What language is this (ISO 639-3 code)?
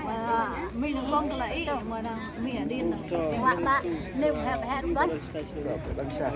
kha